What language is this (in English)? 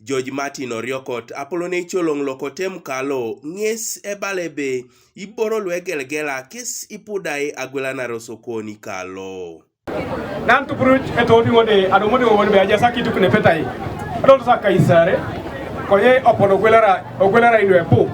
Teso